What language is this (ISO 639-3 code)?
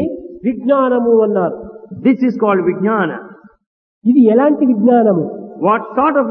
tel